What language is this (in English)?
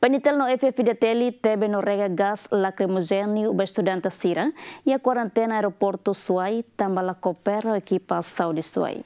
Tetum